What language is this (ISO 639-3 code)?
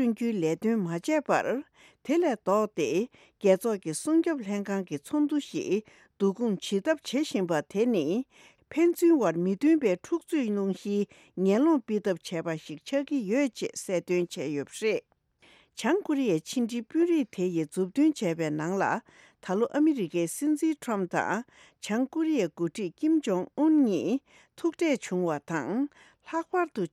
bod